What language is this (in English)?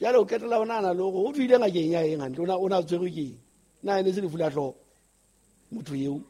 Southern Sotho